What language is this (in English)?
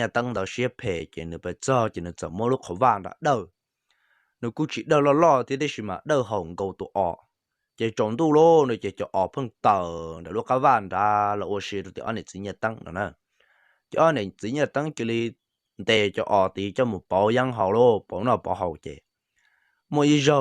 Hmong